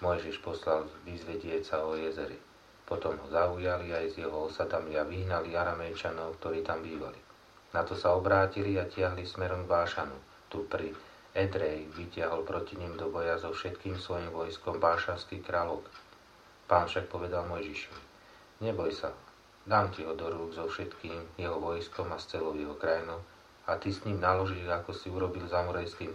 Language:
Slovak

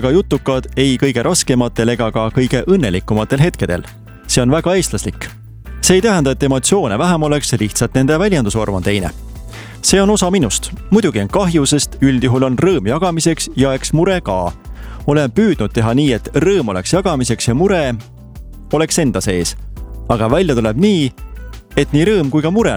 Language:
Estonian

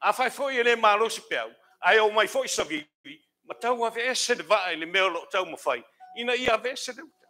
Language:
Samoan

